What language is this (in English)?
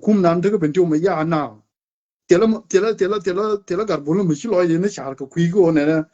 Nuer